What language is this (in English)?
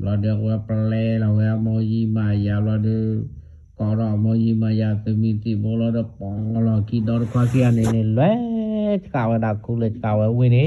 S'gaw Karen